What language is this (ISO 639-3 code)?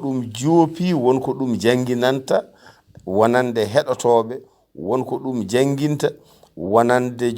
ful